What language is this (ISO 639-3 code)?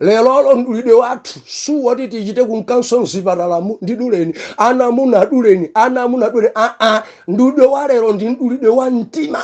nya